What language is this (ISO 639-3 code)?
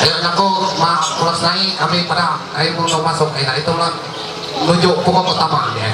mhy